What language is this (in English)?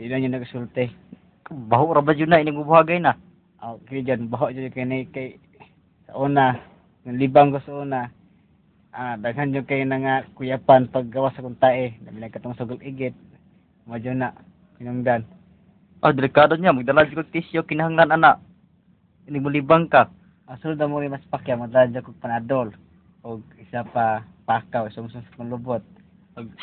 Cebuano